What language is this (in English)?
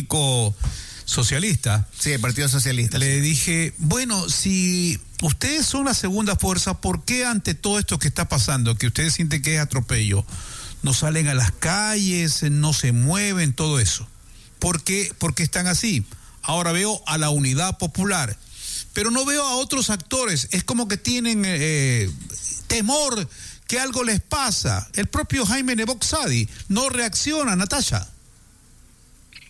Spanish